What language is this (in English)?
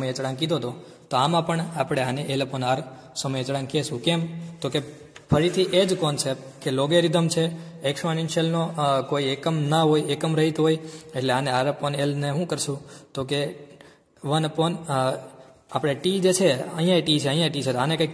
Gujarati